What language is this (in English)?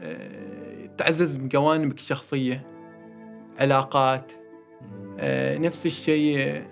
Gulf Arabic